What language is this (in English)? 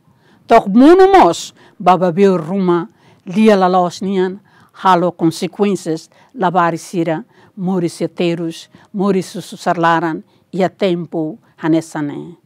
Tetum